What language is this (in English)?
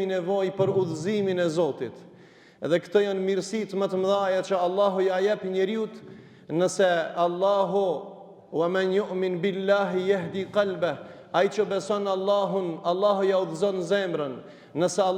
Albanian